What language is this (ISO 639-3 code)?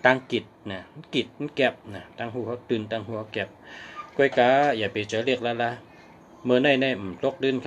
shn